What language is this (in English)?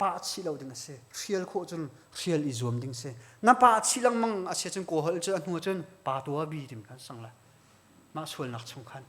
Hakha Chin